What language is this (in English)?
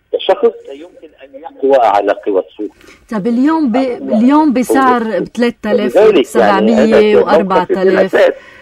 North Levantine Arabic